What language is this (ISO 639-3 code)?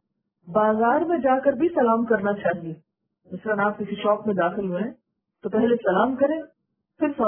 urd